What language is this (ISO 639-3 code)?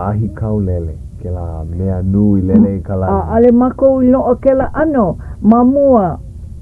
haw